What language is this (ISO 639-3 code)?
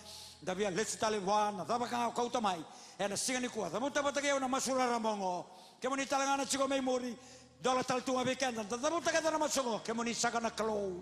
fij